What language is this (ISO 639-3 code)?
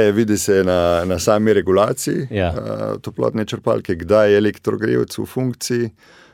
slv